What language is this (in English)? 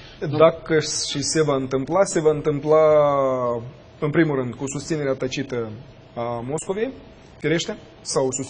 Romanian